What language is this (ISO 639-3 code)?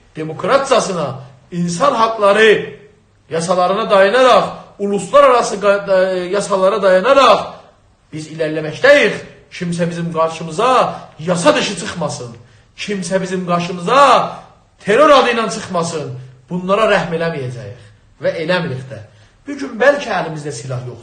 azb